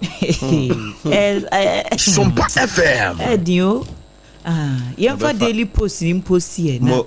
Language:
Akan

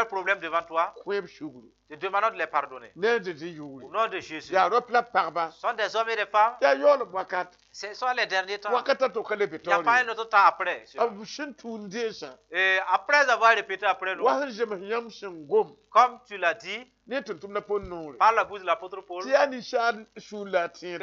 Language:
Mossi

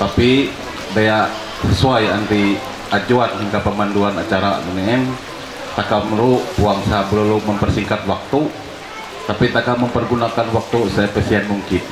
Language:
Ma'anyan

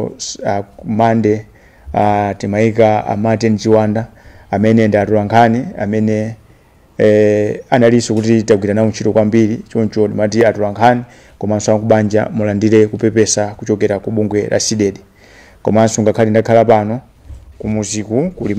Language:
Nyanja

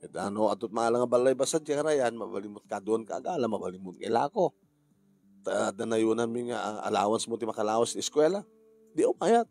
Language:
Iloko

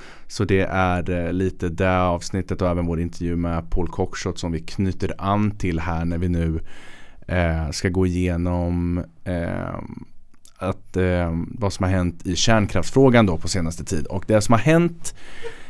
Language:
Swedish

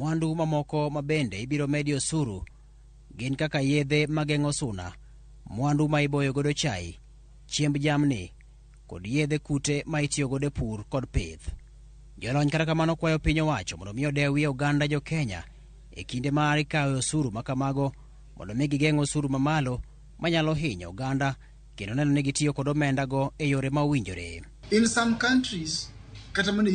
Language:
Luo (Kenya and Tanzania)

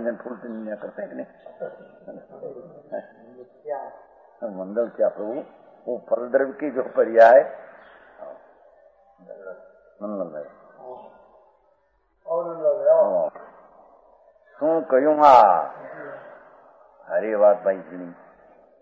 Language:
Gujarati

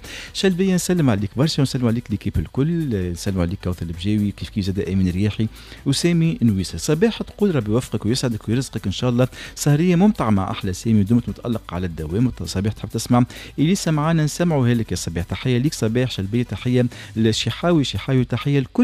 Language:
Tunisian Arabic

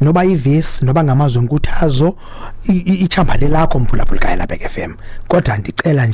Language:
Xhosa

